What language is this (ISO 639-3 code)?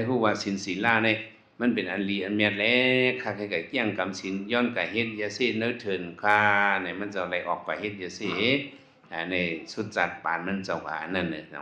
shn